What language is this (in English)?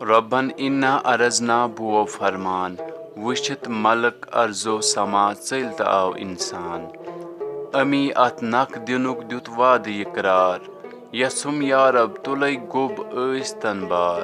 Kashmiri